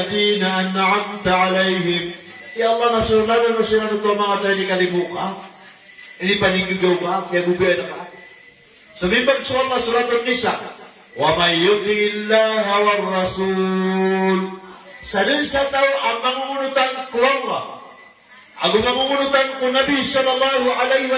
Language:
Maranao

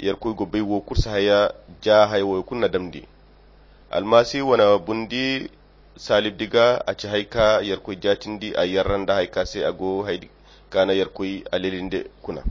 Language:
Koyra Chiini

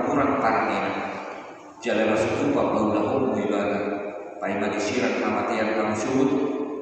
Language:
Batak Toba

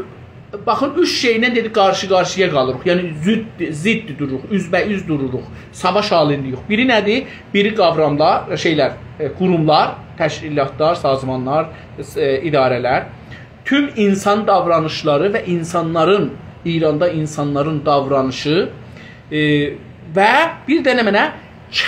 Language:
South Azerbaijani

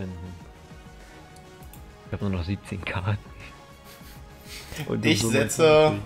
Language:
German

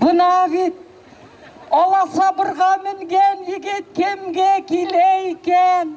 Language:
Bashkir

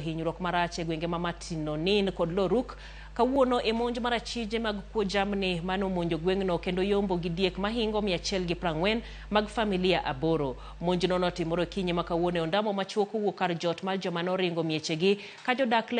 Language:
Luo (Kenya and Tanzania)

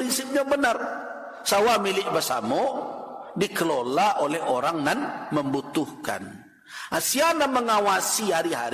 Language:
Minangkabau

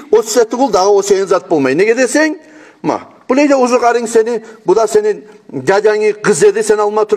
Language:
Kumyk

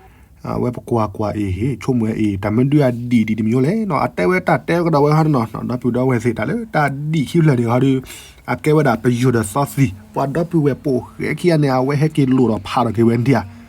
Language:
S'gaw Karen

